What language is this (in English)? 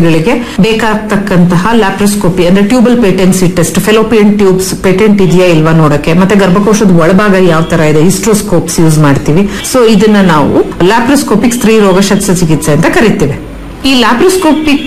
Kannada